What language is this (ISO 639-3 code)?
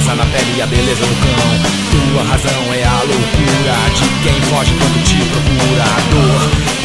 por